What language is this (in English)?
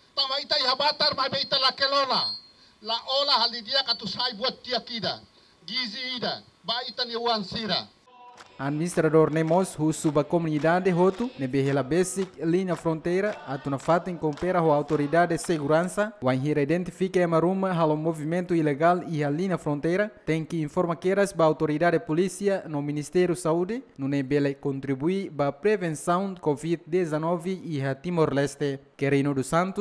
Tetum